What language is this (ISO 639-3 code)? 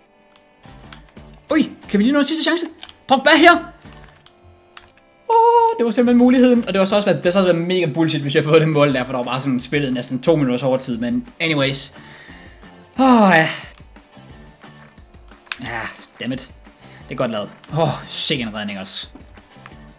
dan